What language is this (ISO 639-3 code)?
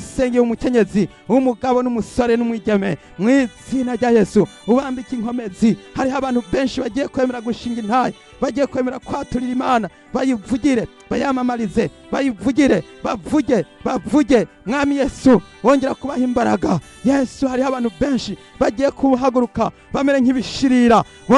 run